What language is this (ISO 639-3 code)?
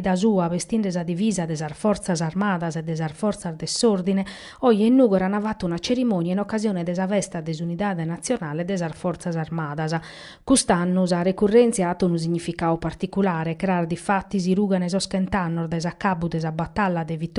srd